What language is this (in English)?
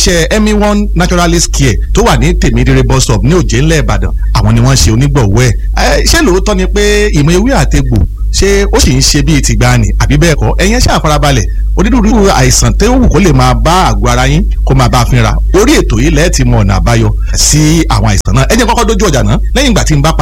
Yoruba